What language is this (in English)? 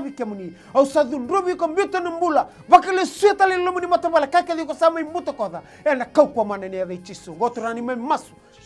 Fijian